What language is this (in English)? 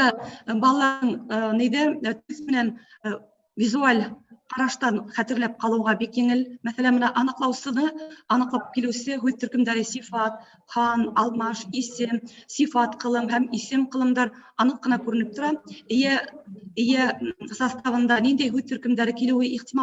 Bashkir